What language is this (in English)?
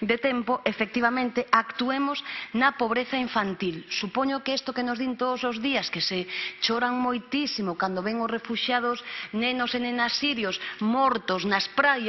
Galician